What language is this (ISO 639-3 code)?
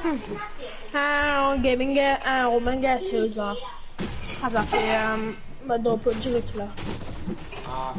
mfe